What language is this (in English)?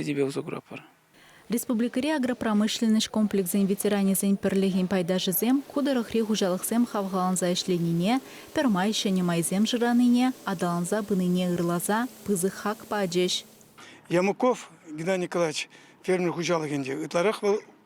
Chuvash